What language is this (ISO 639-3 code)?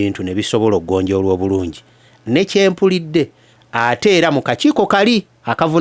lug